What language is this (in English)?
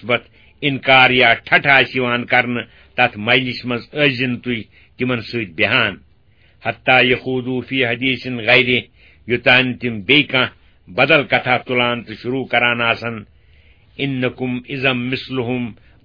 Kashmiri